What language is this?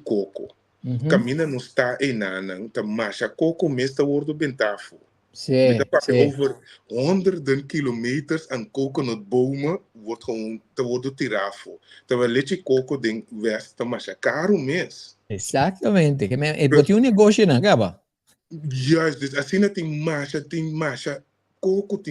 Papiamento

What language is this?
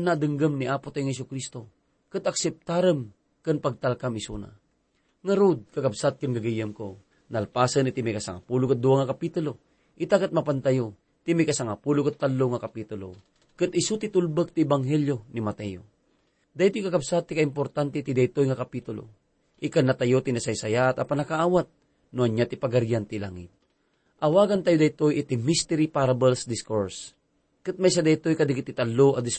Iloko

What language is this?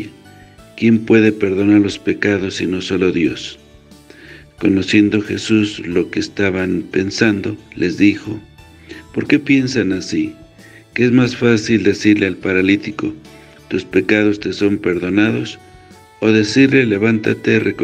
Spanish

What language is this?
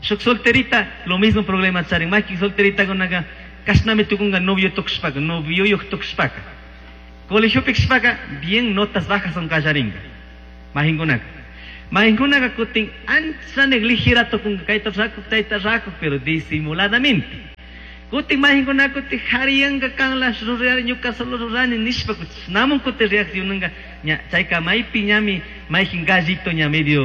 Chimborazo Highland Quichua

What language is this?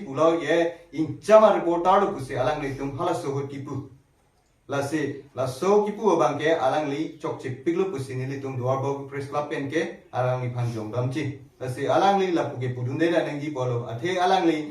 Karbi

